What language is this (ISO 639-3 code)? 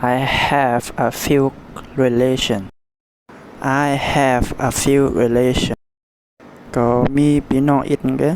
shn